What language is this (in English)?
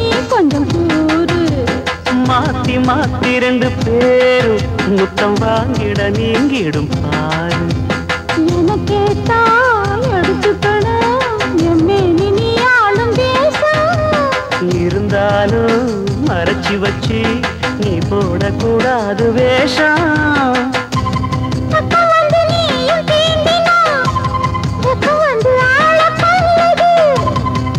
Tamil